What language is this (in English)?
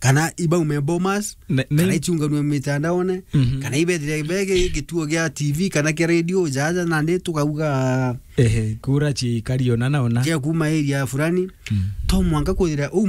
Meru